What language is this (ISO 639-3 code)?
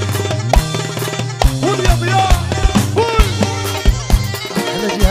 ajp